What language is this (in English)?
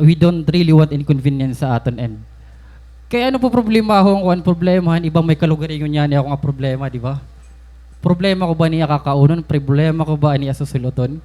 Waray